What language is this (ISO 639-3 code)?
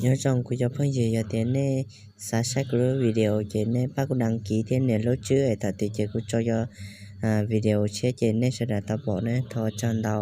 hmn